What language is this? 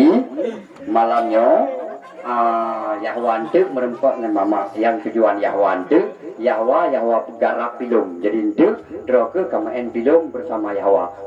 Achinese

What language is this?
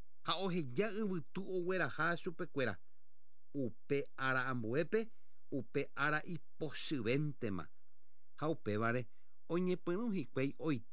Guarani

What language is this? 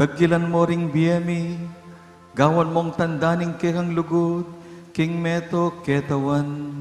Pampanga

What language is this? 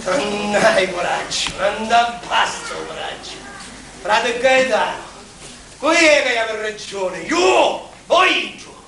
Sicilian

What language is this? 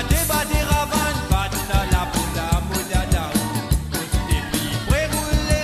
Morisyen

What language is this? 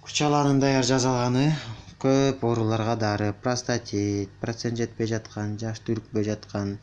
Kyrgyz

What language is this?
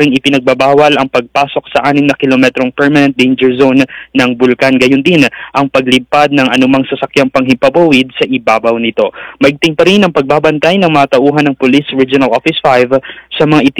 Filipino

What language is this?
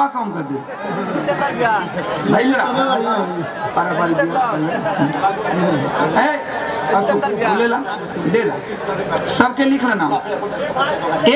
Bhojpuri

